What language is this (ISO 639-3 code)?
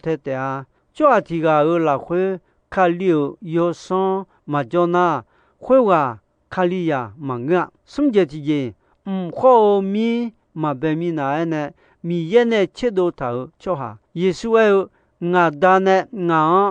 ahk